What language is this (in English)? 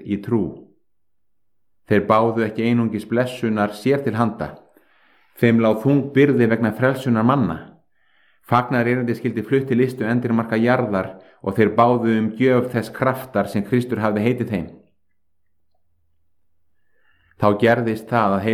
Icelandic